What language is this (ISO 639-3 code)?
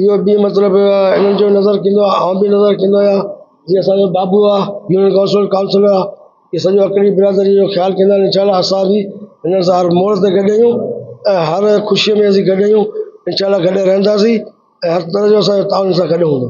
snd